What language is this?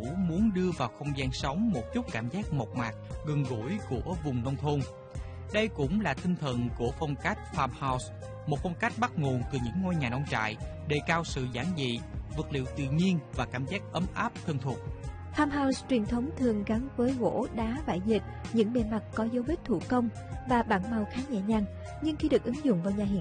Vietnamese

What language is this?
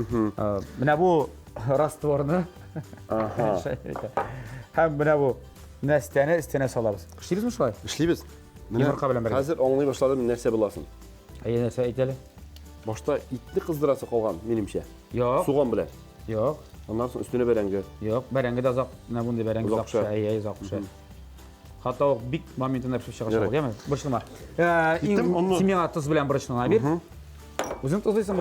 Tatar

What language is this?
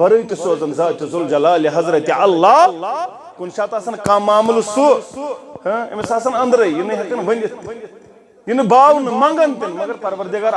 Kashmiri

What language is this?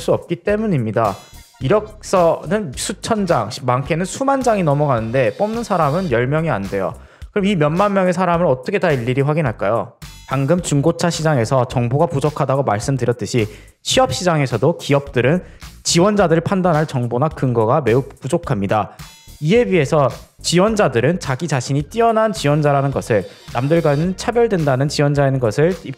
Korean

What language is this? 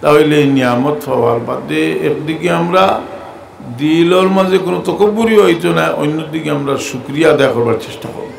Sylheti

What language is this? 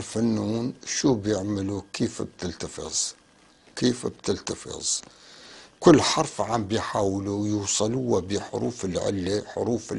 North Levantine Arabic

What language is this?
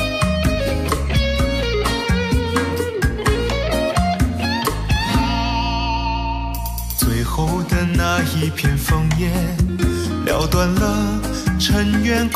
Chinese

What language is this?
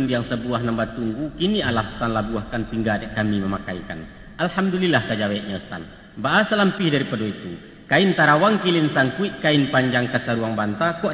Minangkabau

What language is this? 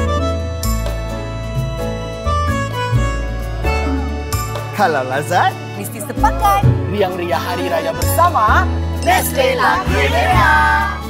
Malay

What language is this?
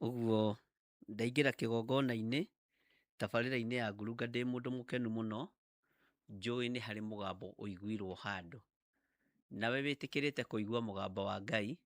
Kikuyu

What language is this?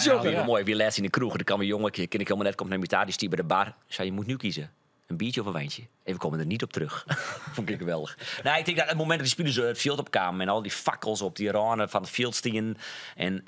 Western Frisian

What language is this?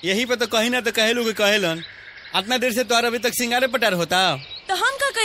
Bhojpuri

